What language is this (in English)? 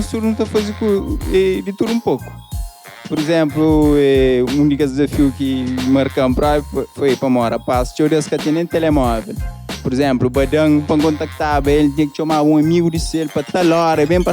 Kabuverdianu